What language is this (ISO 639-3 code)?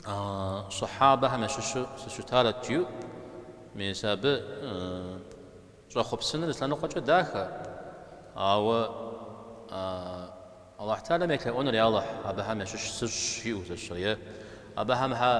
kbd